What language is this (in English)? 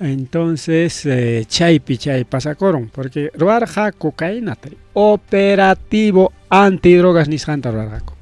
Ayacucho Quechua